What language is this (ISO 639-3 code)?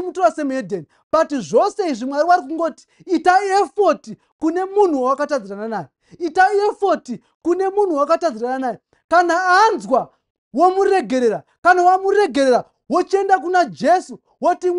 sna